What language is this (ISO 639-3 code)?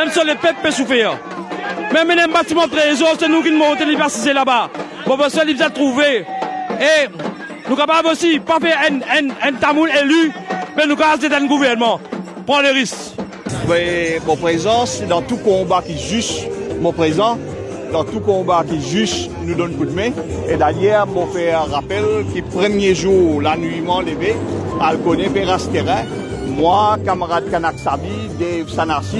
mfe